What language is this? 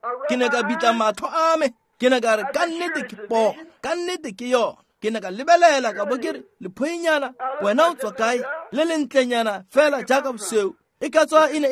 Tswana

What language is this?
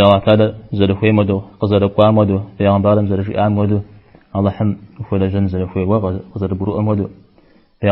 Kabardian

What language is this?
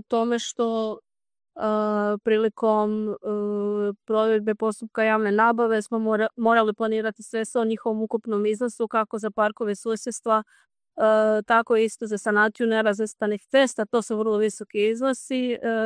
Croatian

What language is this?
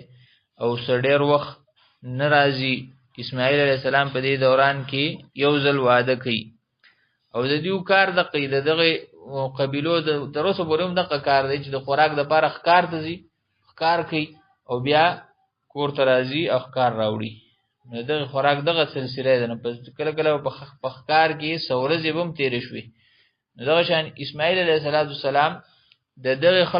Pashto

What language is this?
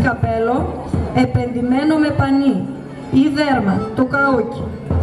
Greek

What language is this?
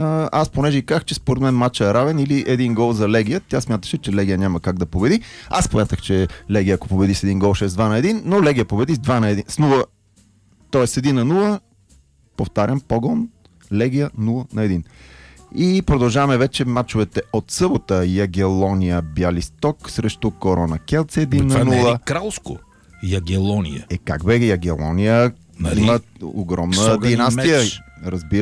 Bulgarian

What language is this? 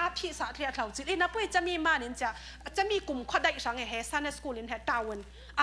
Falam Chin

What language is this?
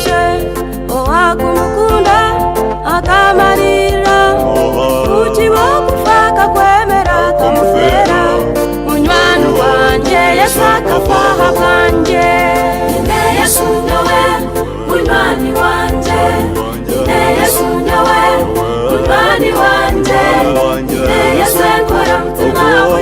Nyankole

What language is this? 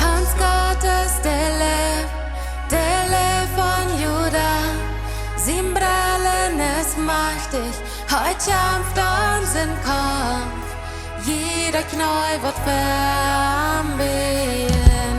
Plautdietsch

